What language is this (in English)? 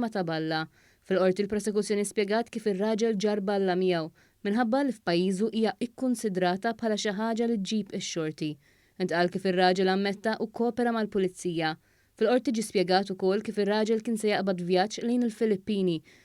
Maltese